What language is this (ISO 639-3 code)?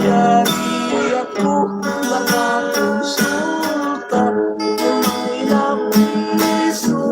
hil